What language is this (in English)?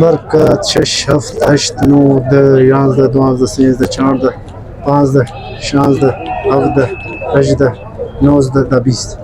Brahui